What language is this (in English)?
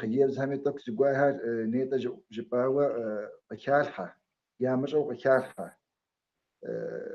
Kabardian